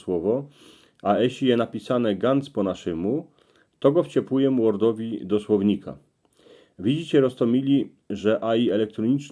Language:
Silesian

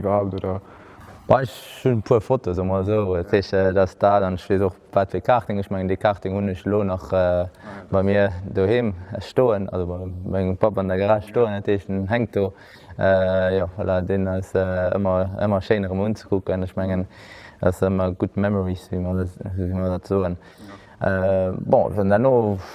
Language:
Luxembourgish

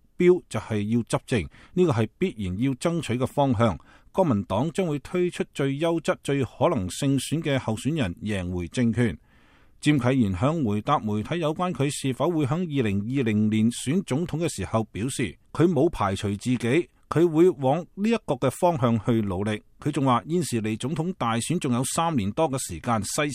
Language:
Cantonese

